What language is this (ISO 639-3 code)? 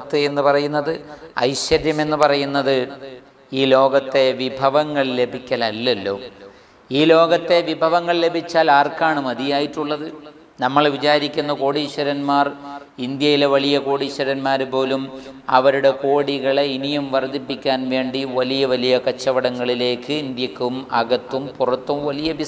mal